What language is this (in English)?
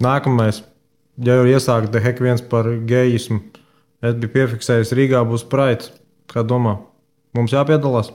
Latvian